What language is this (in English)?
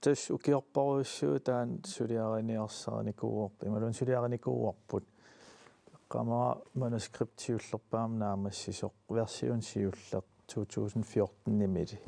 Kalaallisut